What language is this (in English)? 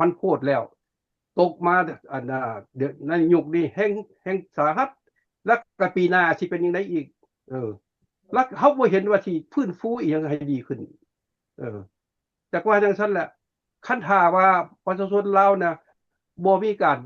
Lao